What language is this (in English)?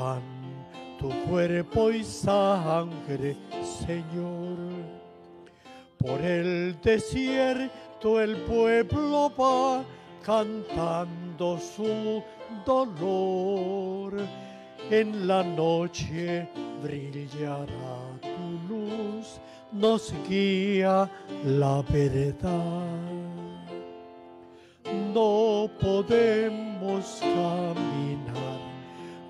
Spanish